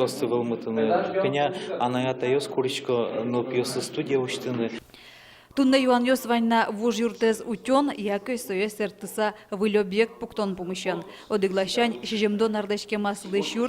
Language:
Udmurt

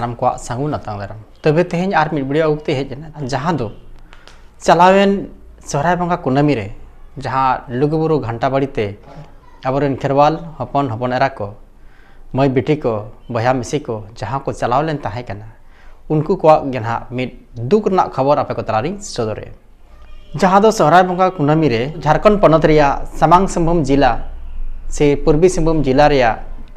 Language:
Santali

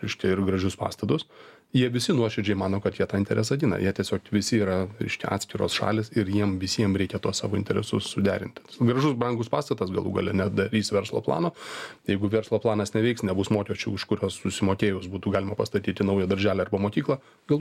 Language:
Lithuanian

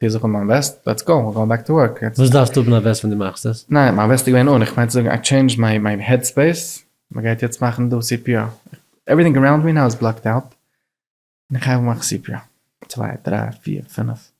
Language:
Yiddish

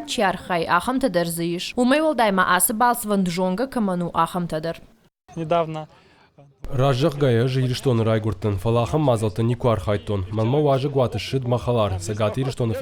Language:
Ossetic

